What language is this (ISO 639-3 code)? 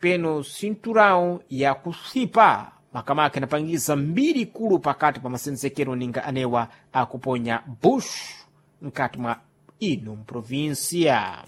seh